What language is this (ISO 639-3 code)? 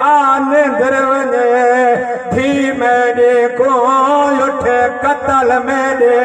skr